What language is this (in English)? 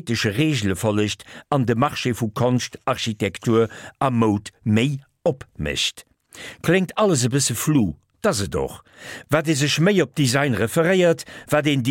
Luxembourgish